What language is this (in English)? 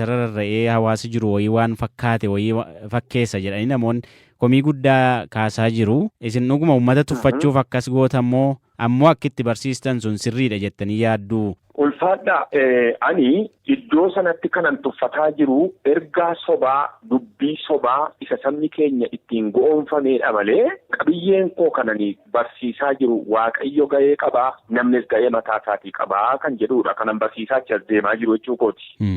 Oromo